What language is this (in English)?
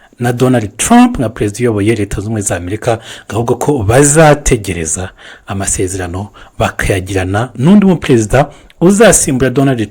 Kinyarwanda